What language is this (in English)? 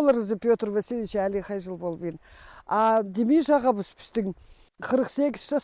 Khakas